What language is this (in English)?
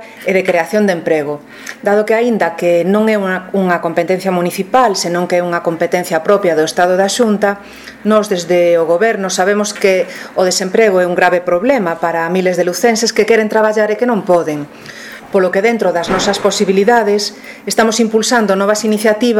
Galician